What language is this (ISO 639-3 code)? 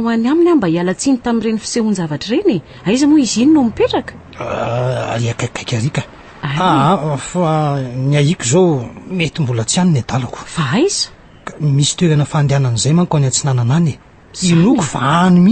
mlg